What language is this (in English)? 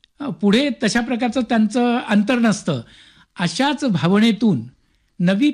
Marathi